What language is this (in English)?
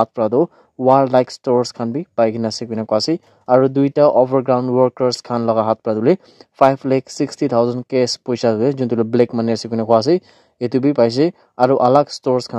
Naga Pidgin